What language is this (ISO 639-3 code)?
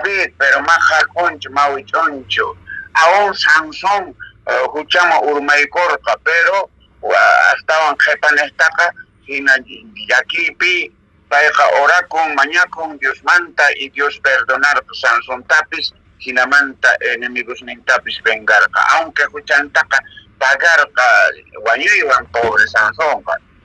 que